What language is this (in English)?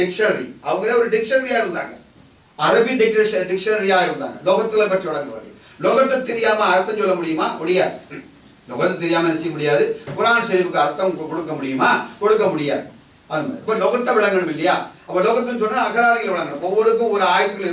Tamil